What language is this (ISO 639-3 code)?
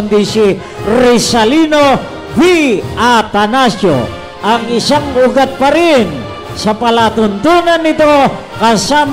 fil